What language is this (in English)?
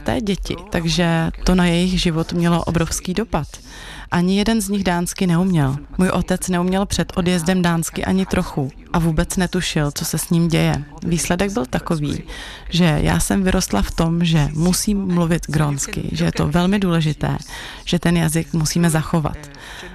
Czech